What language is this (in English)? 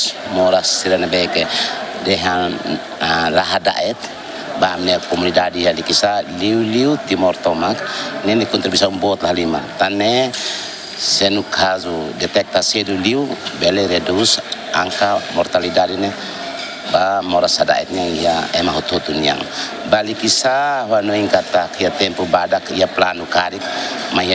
Tetum